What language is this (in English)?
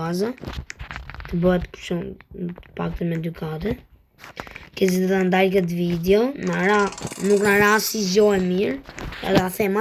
Albanian